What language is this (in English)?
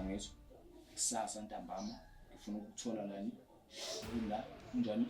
Zulu